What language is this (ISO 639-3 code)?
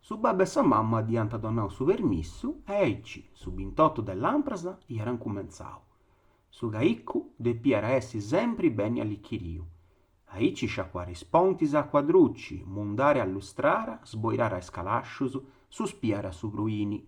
srd